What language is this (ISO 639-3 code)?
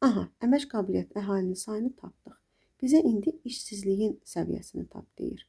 aze